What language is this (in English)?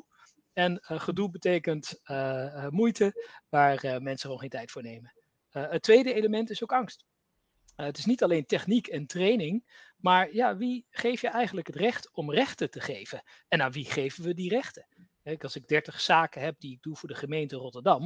Dutch